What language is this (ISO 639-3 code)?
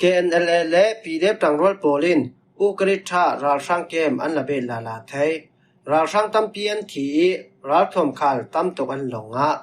cfm